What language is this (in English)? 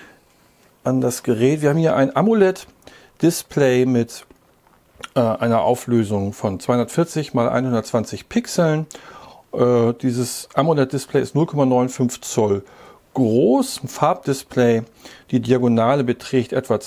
German